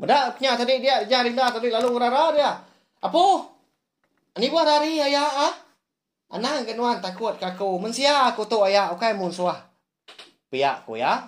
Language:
Iban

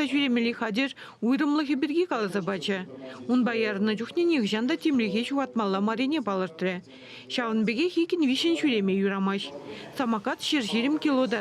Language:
Chuvash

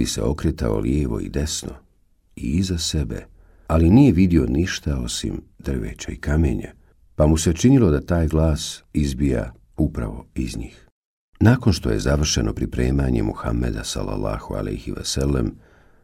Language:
Bosnian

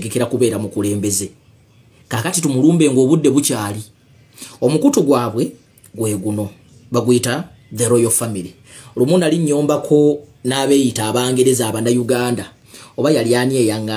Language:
Ganda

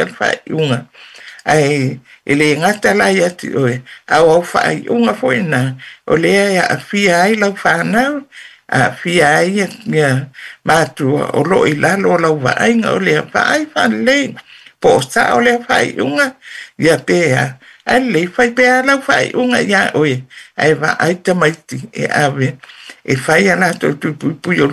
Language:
Samoan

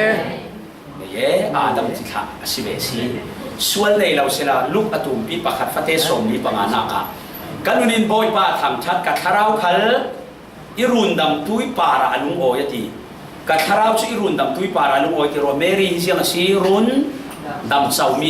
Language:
Falam Chin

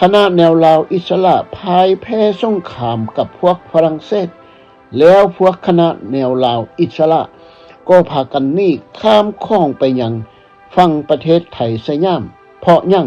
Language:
Lao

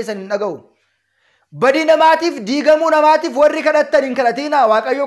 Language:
Oromo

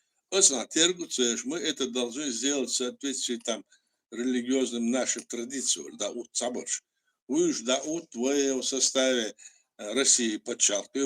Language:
Chechen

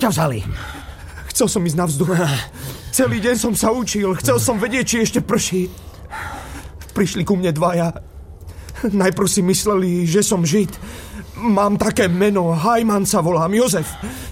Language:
Slovak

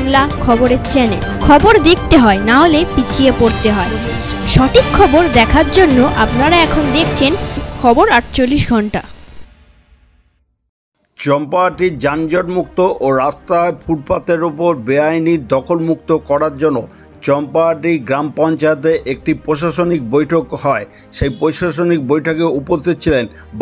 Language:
Bangla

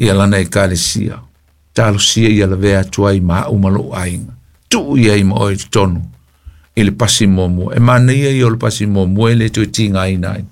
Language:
Samoan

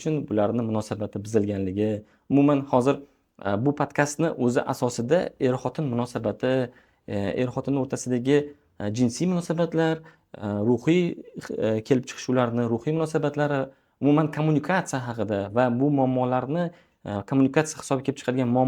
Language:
Uzbek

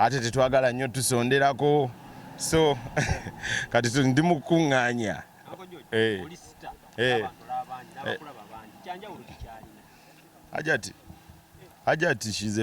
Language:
Ganda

